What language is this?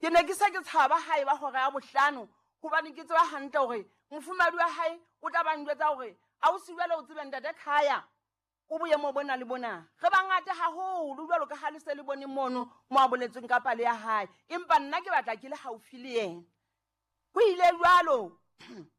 Southern Sotho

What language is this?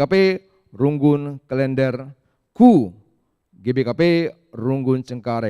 Batak Karo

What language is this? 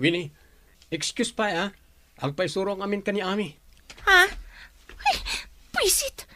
Iloko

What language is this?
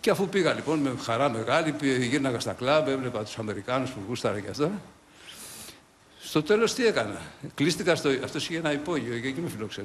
Greek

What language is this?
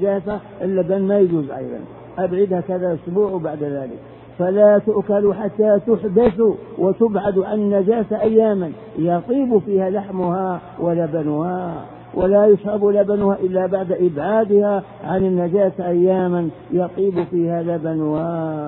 Arabic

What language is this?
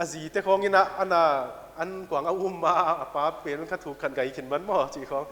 Paite Chin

